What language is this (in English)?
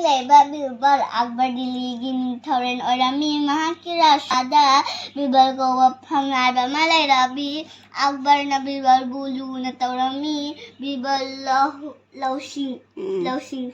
Manipuri